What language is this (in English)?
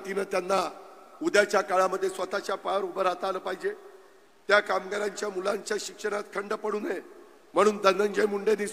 Marathi